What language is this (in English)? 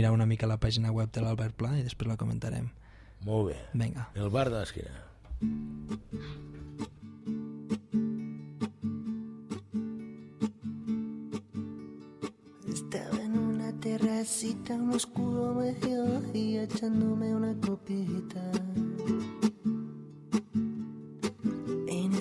Catalan